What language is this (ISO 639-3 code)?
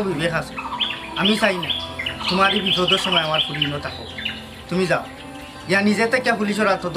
syl